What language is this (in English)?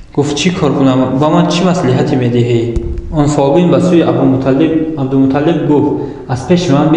Tajik